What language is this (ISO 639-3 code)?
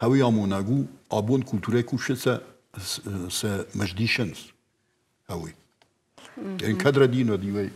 oss